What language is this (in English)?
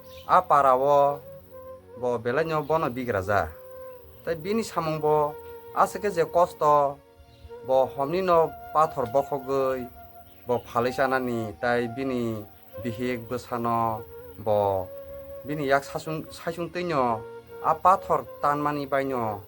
Kok Borok